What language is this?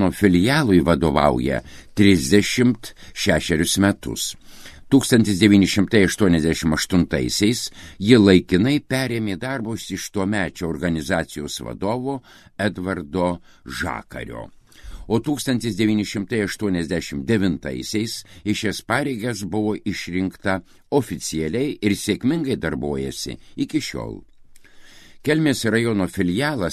Lithuanian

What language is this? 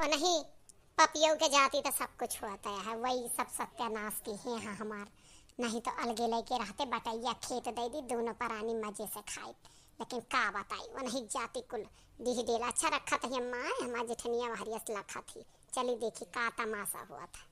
Awadhi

